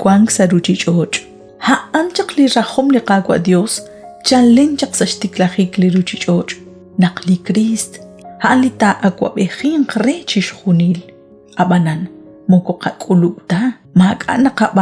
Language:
Kekchí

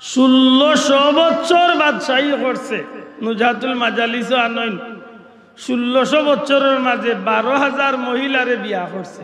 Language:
Sylheti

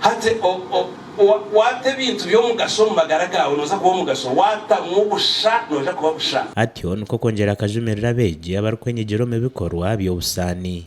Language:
Nyankole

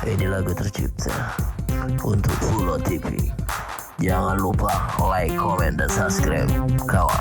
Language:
Musi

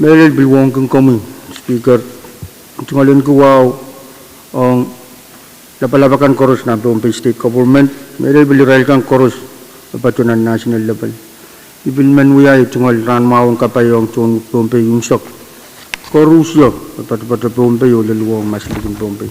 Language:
Pohnpeian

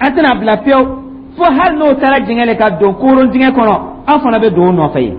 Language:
Dyula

